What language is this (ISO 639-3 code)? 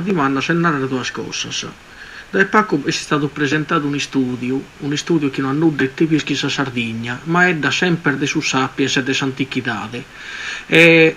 srd